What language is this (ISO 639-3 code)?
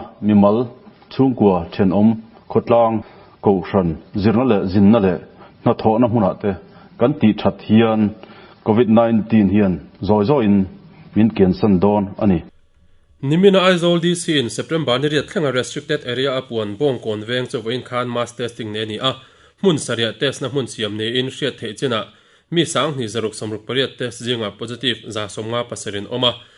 lus